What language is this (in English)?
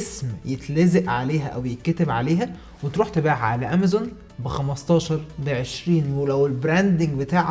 Egyptian Arabic